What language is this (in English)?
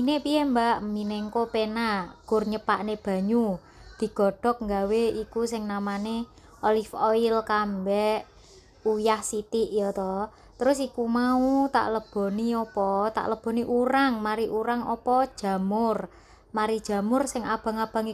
Javanese